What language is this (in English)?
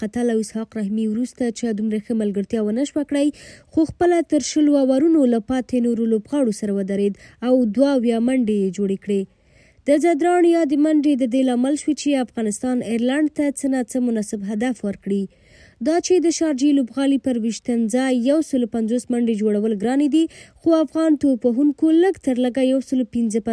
Pashto